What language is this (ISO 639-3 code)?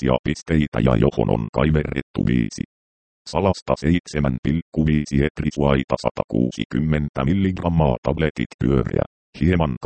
fin